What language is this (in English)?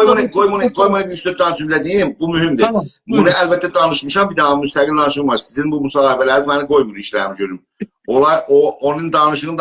South Azerbaijani